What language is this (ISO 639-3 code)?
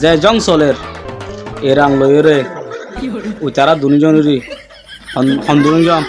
rhg